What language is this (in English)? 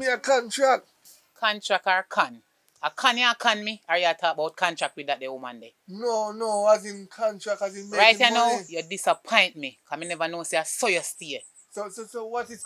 Jamaican Creole English